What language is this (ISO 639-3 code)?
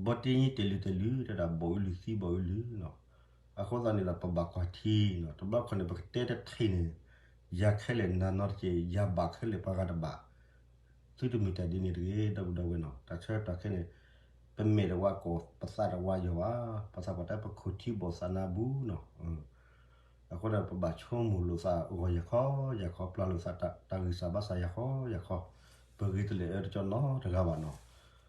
ksw